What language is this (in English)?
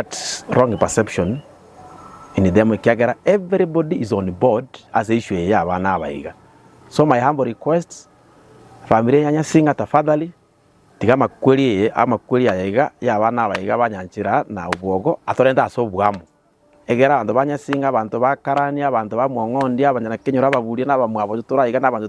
Gusii